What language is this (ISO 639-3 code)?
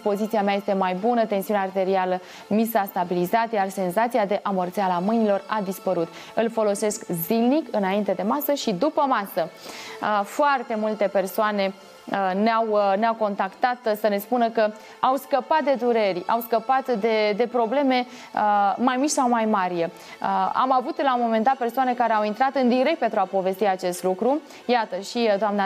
ron